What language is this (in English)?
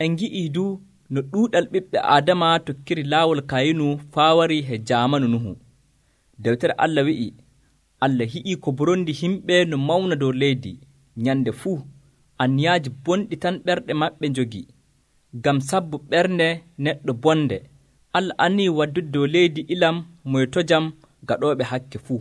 Nigerian Fulfulde